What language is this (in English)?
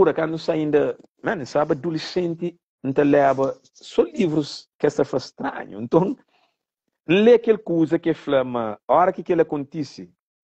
Kabuverdianu